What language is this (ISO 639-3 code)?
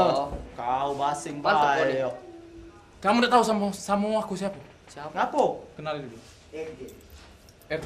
mui